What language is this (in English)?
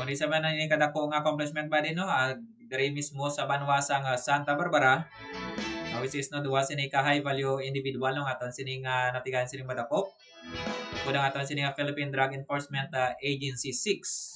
Hiligaynon